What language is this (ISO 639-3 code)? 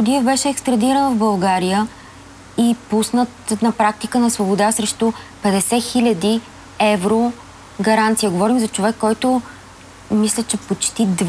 bul